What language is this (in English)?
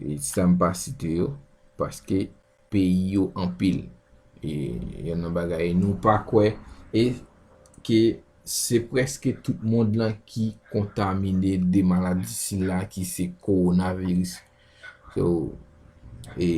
Haitian Creole